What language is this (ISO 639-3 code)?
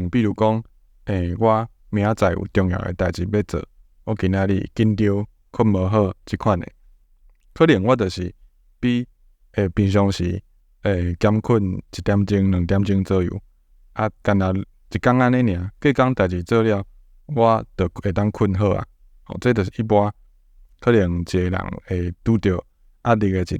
nan